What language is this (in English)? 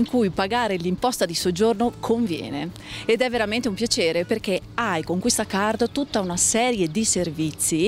Italian